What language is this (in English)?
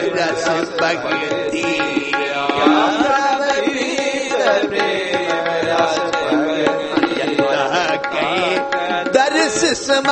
Punjabi